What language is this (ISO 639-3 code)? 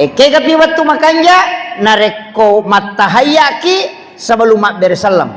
bug